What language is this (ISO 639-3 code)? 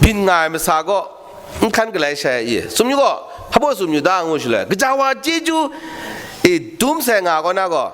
kac